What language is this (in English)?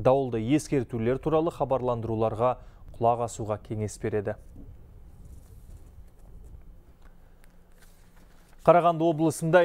Kazakh